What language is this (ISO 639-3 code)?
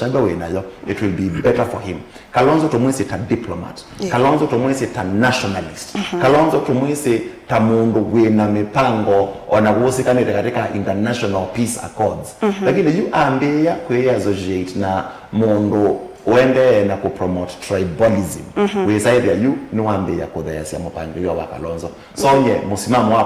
kam